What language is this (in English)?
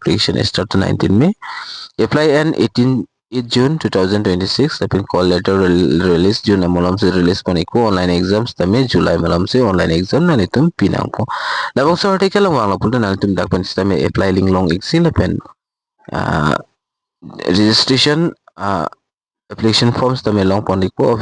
Karbi